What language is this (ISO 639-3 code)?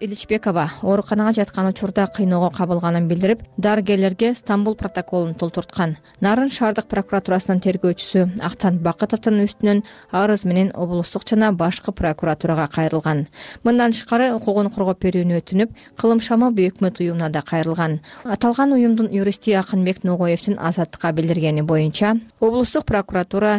kir